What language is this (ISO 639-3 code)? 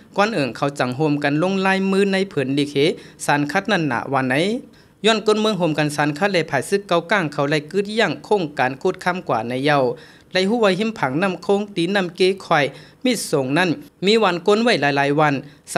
shn